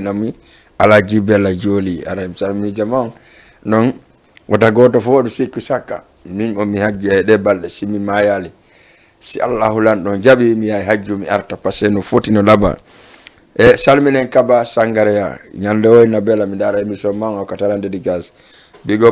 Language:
Fula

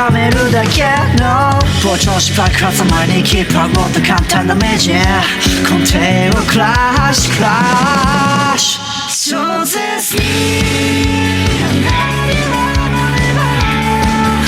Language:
Japanese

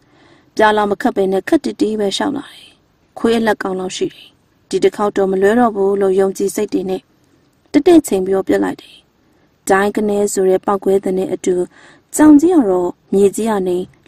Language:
Burmese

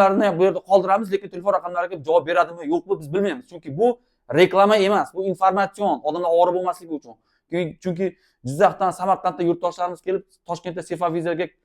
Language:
Uzbek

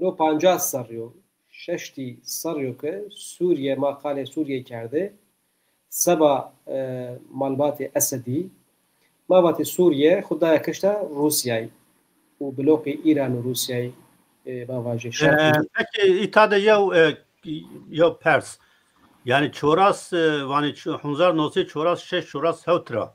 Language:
Zaza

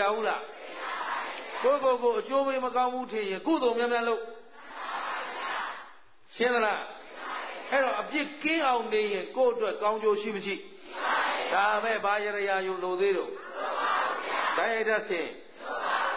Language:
Burmese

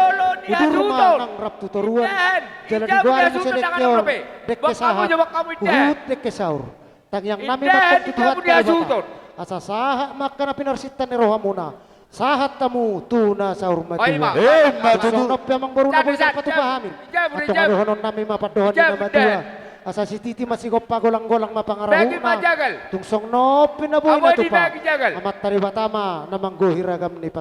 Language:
Batak Toba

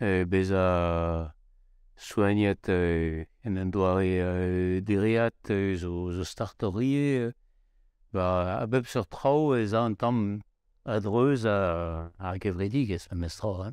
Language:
Breton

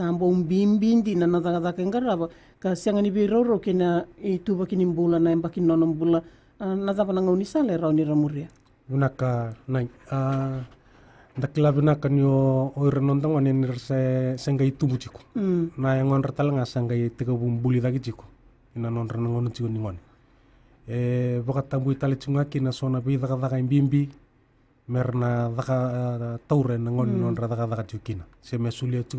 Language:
Fijian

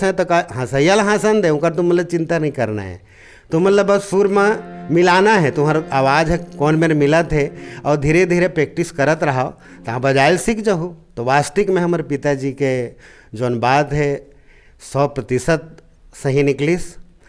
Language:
Chhattisgarhi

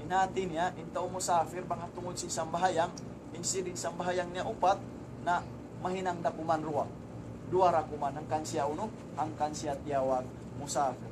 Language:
Tausug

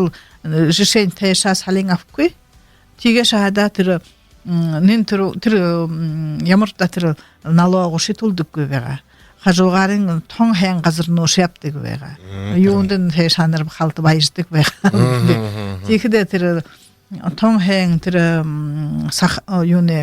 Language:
Buriat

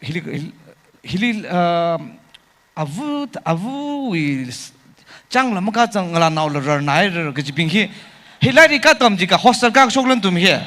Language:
Tangkhul Naga (India)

